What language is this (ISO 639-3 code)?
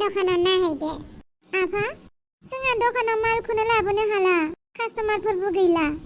brx